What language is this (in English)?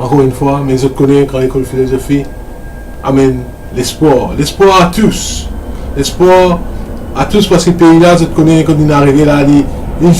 Morisyen